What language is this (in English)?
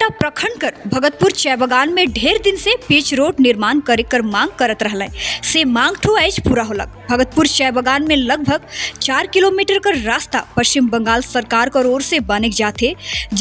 Sadri